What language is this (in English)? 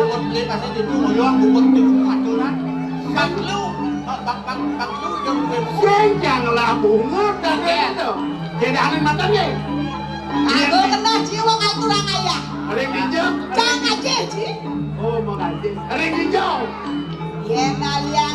Balinese